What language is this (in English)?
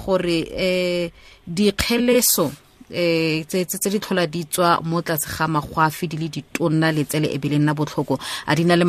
Tswana